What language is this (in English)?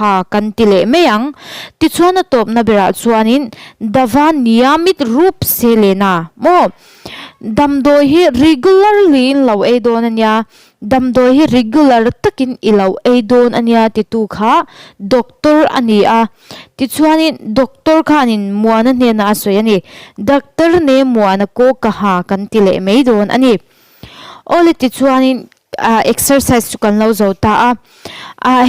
Mizo